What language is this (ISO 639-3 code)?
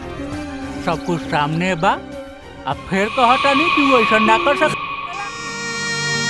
bho